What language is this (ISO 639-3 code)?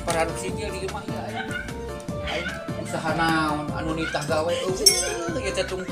sun